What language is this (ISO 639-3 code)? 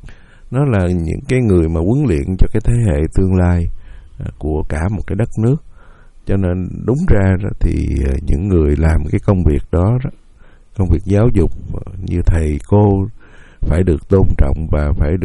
vie